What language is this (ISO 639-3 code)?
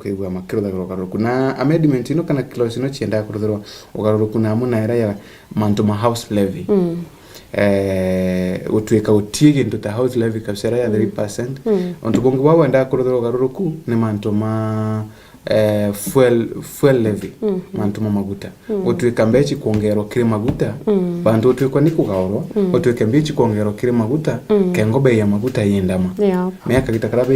mer